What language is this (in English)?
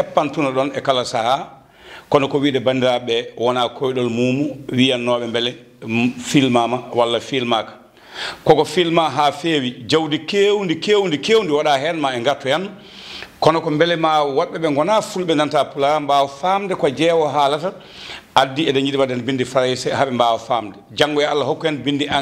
Fula